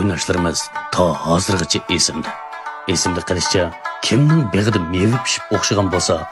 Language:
Uyghur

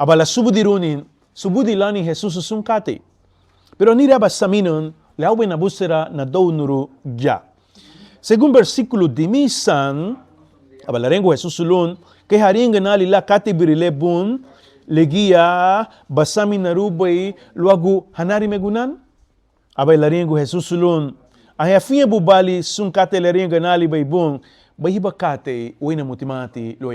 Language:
Garifuna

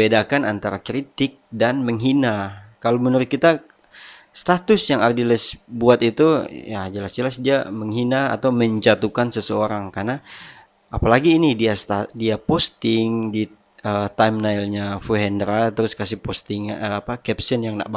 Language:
Manado Malay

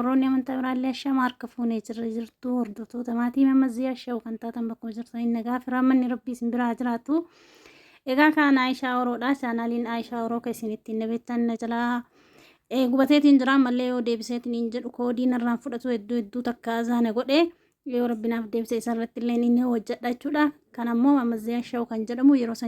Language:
Oromo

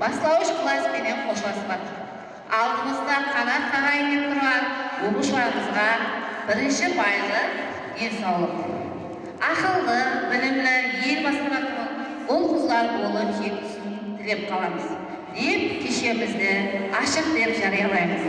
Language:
Kara-Kalpak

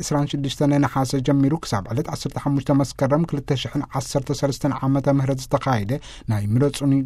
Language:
Tigrinya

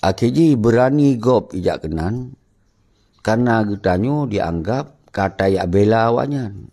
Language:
Achinese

